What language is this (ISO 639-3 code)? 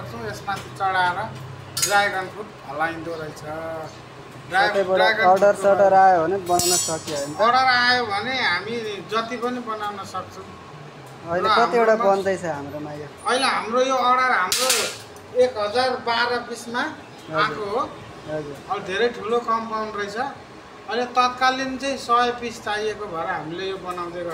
nep